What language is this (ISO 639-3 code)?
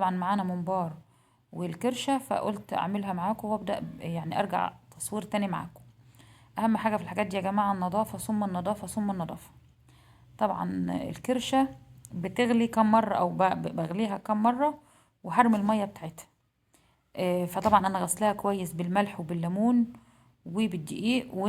arz